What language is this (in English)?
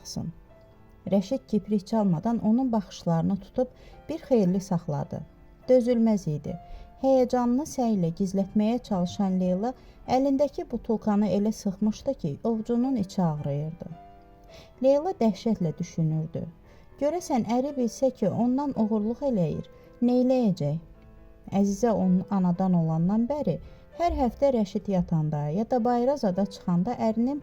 Azerbaijani